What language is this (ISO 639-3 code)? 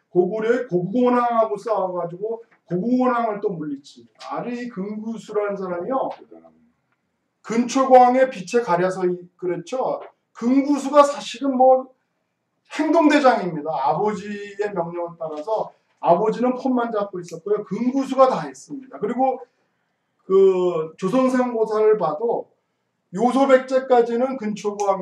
kor